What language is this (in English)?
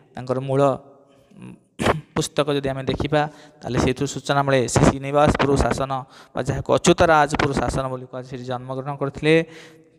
Odia